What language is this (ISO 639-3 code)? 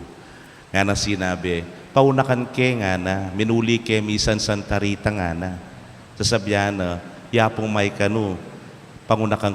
pam